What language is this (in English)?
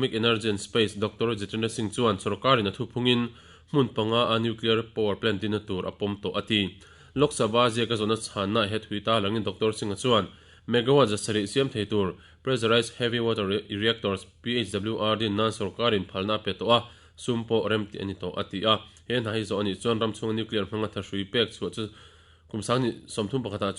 Mizo